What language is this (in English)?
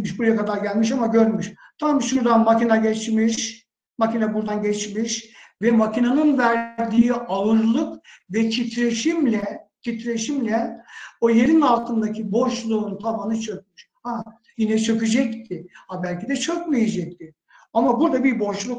Turkish